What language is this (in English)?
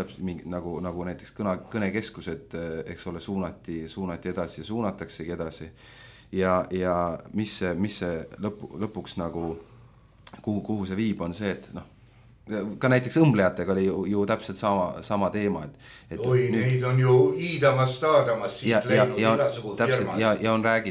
Estonian